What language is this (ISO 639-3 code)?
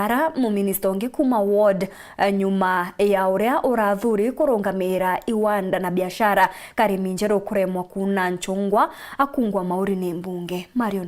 mer